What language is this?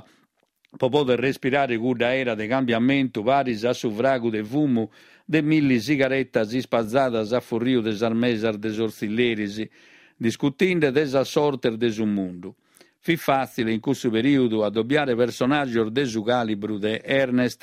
Sardinian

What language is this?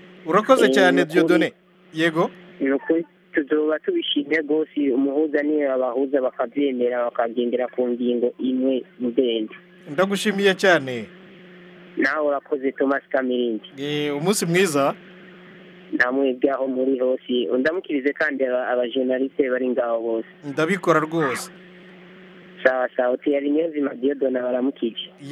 Kinyarwanda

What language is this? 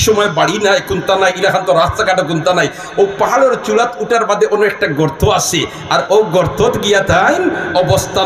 Sylheti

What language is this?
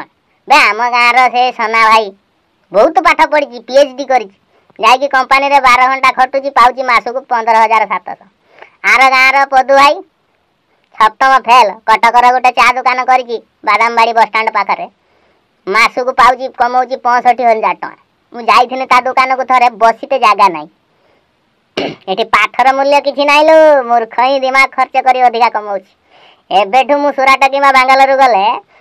Odia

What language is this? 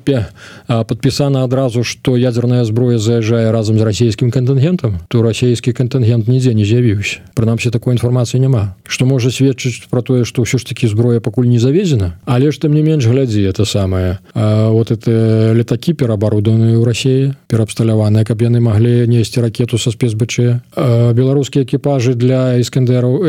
Belarusian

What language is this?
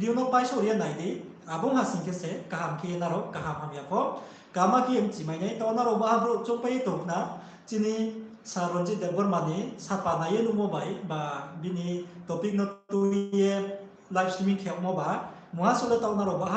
Riang (India)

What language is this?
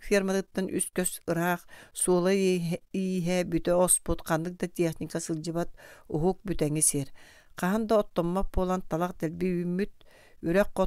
Yakut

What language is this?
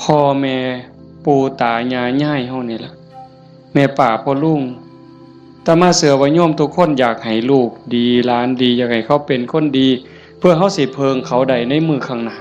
Northeastern Thai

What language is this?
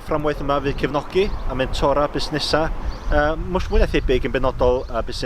Welsh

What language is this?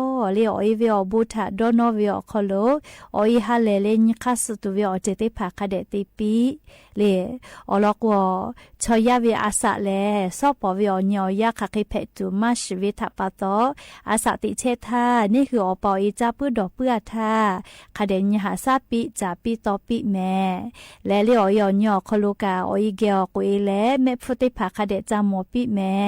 Lahu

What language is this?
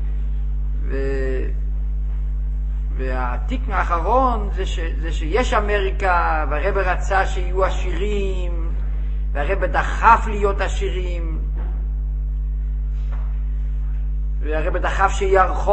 Hebrew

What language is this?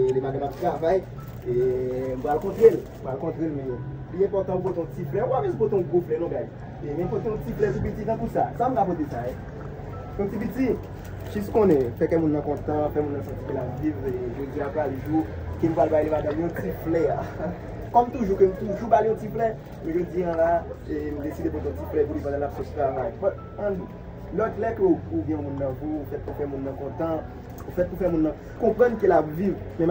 Haitian Creole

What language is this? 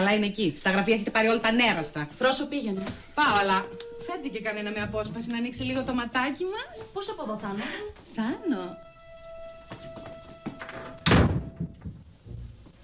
Greek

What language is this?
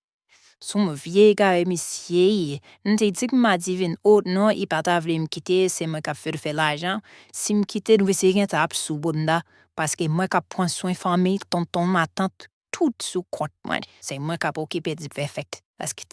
Haitian Creole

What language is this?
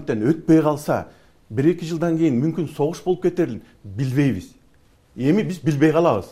Kyrgyz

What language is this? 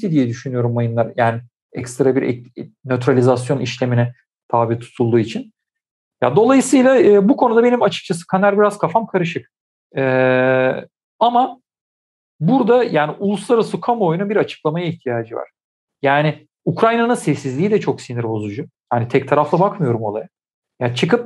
Turkish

